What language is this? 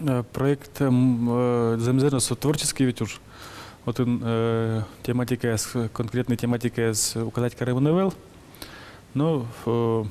Udmurt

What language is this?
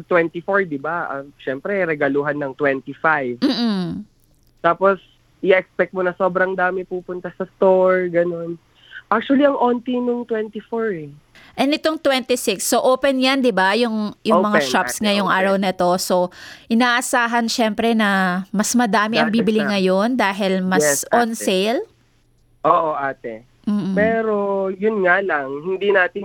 Filipino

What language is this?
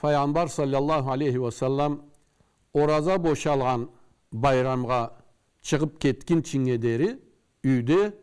Karachay-Balkar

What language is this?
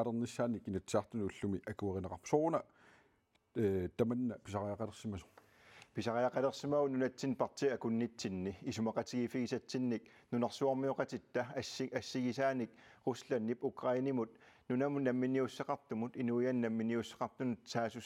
Kalaallisut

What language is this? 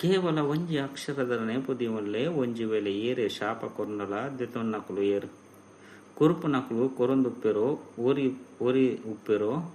Tulu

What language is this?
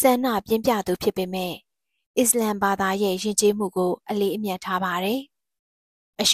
Burmese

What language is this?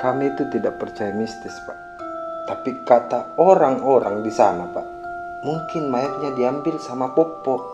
Makassar Malay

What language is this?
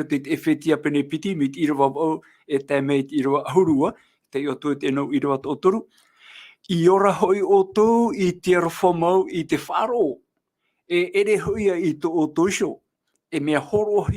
Tahitian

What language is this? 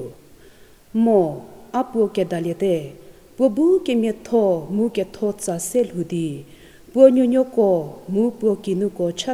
Angami Naga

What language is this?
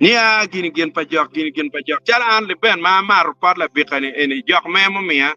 Acoli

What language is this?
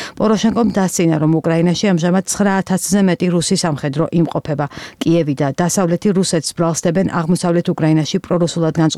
Georgian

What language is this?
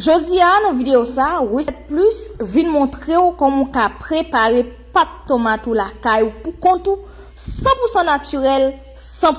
Haitian Creole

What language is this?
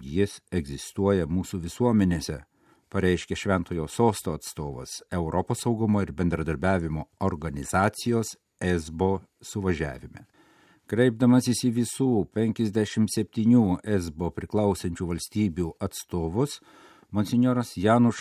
Lithuanian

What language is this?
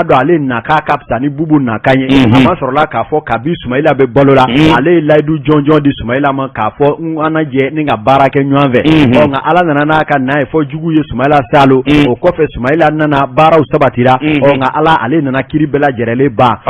Bambara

